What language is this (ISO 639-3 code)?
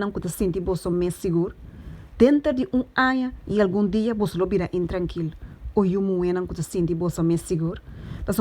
pap